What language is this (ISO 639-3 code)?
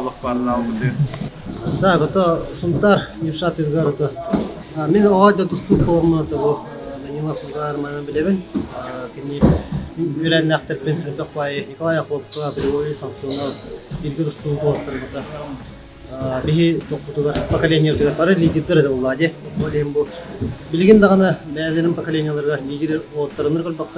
sah